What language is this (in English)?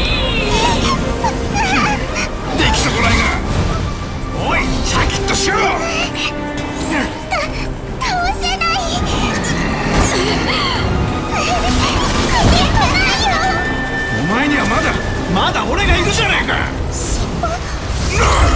Japanese